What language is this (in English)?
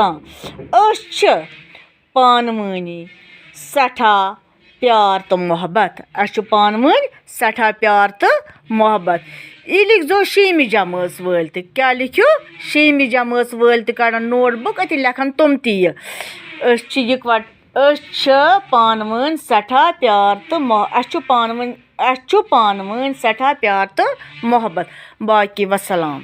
Kashmiri